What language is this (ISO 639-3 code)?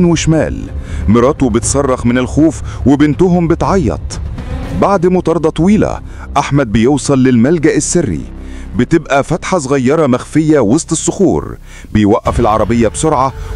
arz